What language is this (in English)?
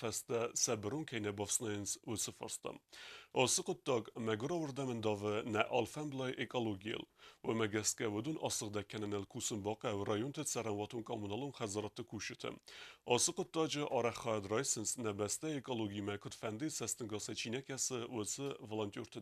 Ossetic